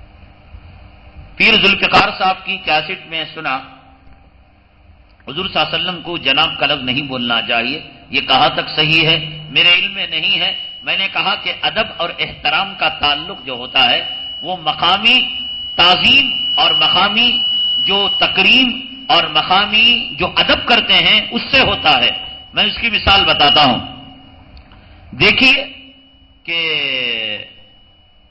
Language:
Urdu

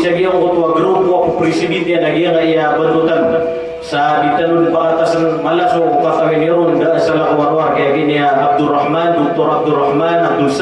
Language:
Maranao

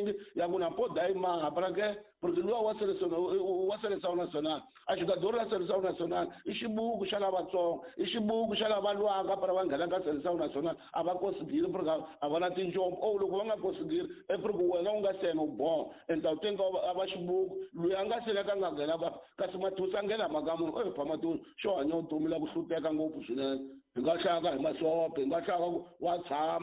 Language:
Tsonga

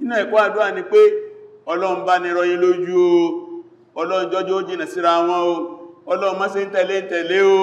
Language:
Yoruba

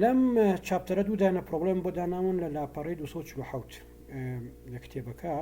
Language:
Central Kurdish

